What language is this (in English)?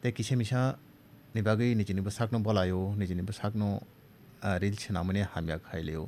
Kok Borok